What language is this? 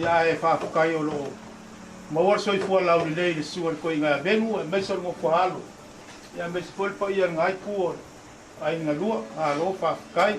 Samoan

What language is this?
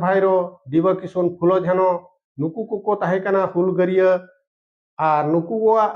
Santali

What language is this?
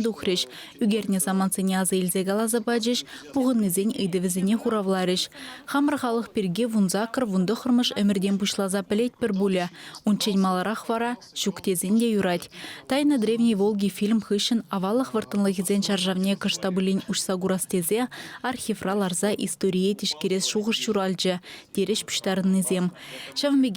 Chuvash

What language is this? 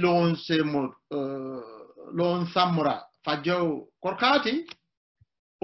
Sidamo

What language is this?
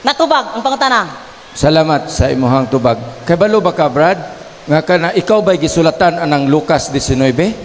Cebuano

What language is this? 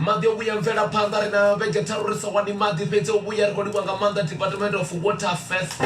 Venda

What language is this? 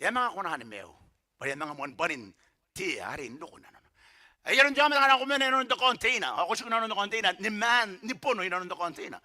Gilbertese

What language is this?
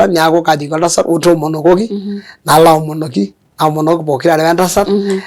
Masai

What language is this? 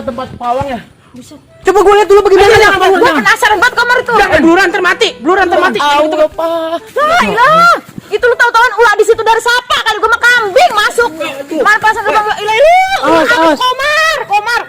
Betawi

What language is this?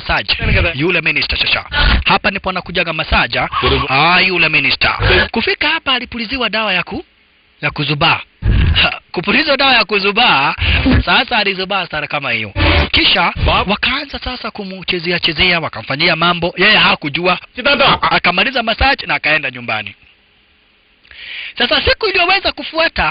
Swahili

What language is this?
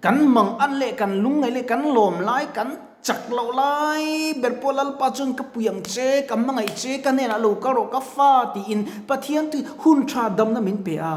Mizo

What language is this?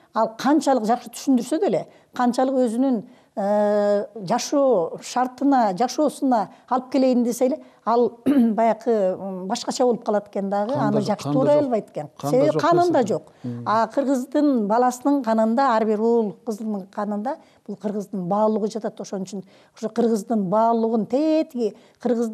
Kyrgyz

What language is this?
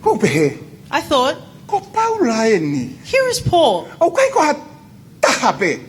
Tongan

